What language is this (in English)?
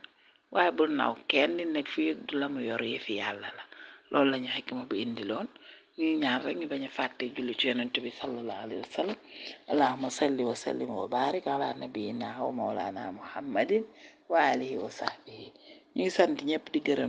Wolof